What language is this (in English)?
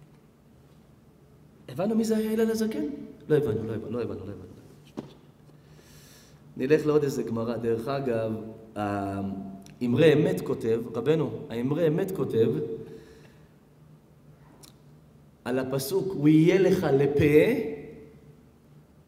Hebrew